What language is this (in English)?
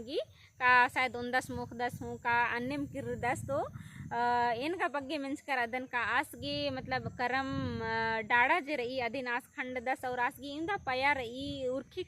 Kurukh